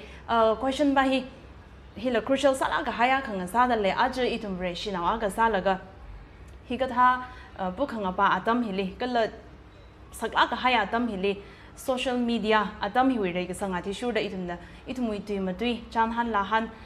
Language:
Tangkhul Naga (India)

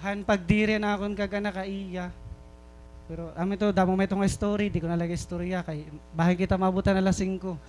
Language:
Waray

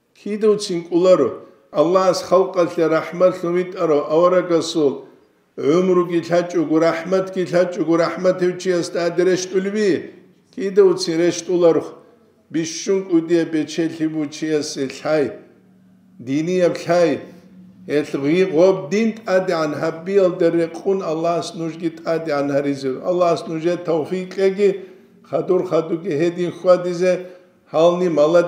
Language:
Avaric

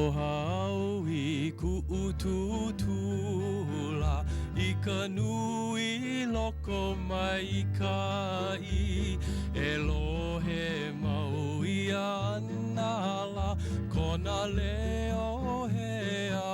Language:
Hawaiian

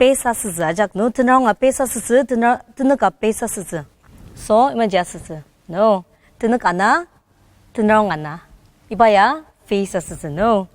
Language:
Ao Naga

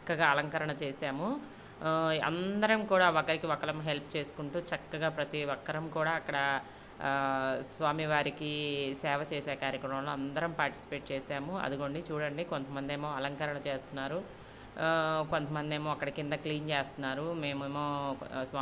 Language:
Telugu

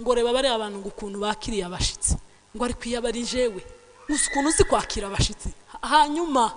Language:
Kinyarwanda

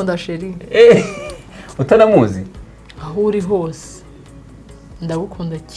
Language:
Kinyarwanda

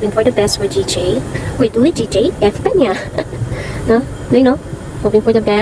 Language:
Hiligaynon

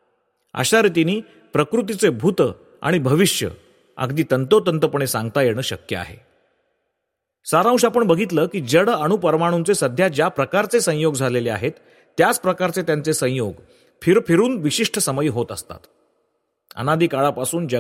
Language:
Marathi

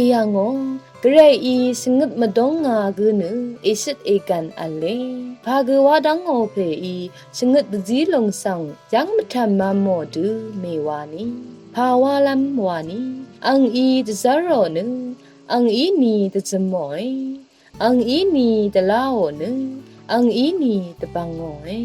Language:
Rawang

